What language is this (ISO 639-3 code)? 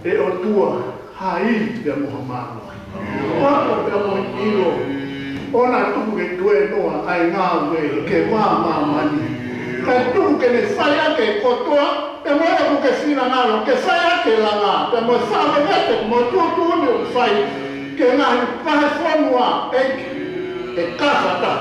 ton